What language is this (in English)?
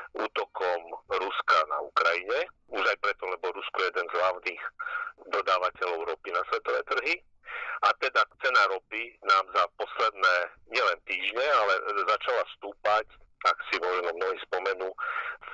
Slovak